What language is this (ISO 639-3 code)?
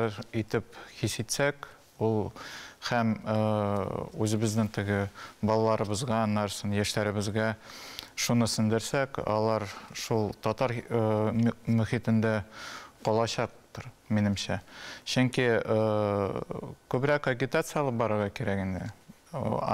tat